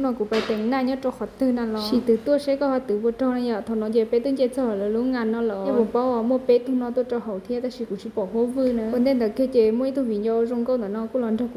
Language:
Hmong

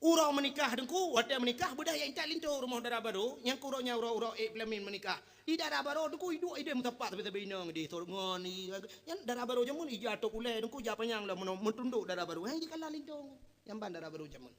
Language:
Achinese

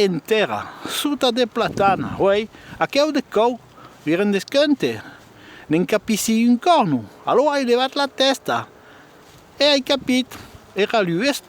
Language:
Occitan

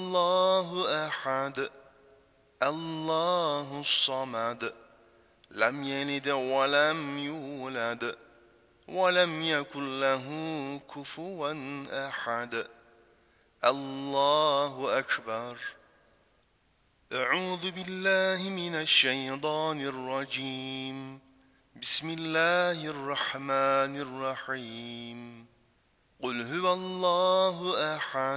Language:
Arabic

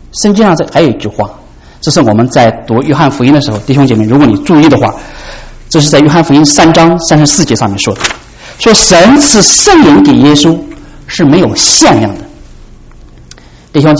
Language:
Chinese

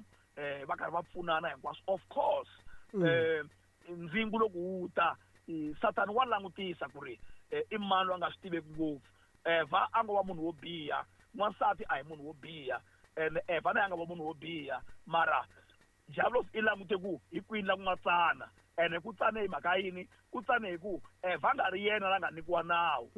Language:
Tsonga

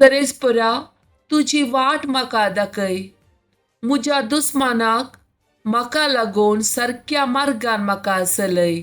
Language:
Konkani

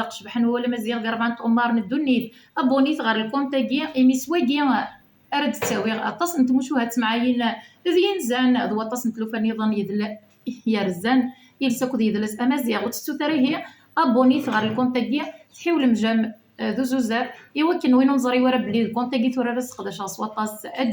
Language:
Kabyle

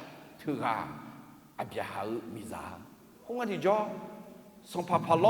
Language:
Akha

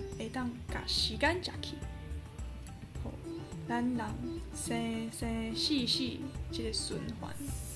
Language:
Min Nan Chinese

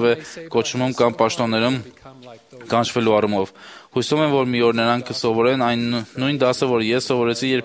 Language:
Armenian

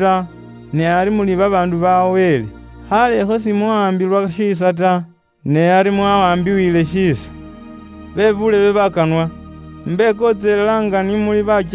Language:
Luyia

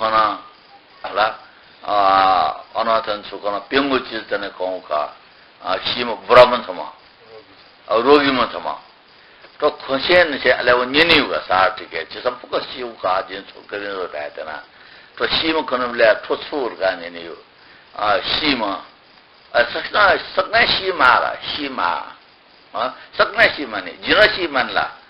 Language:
Newari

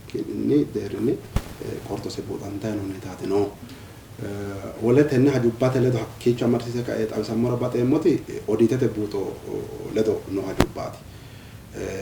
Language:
Sidamo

